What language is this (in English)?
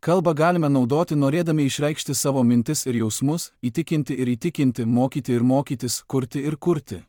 Lithuanian